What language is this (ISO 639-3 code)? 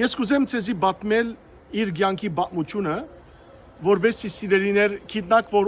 hyw